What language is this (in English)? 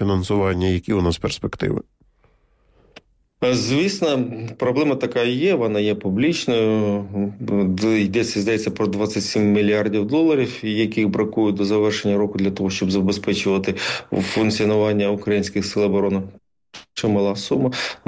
Ukrainian